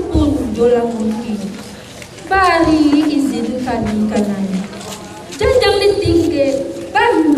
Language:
Minangkabau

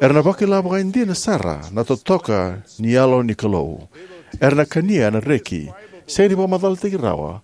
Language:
Fijian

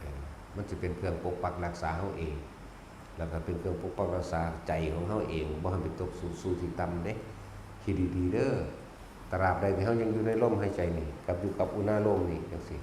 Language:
Northeastern Thai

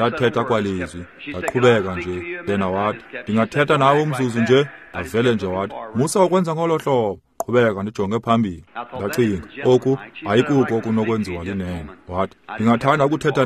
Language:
Xhosa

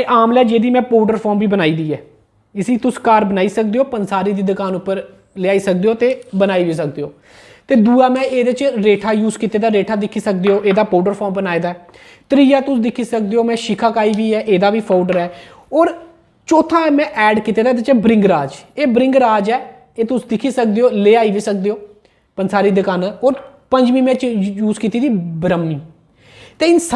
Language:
Dogri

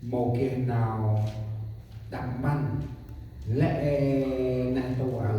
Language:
Central Mnong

